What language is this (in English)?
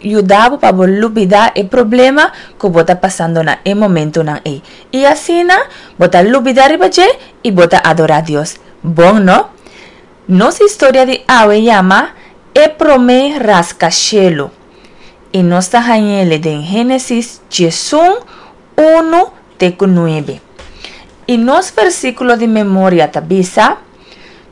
Papiamento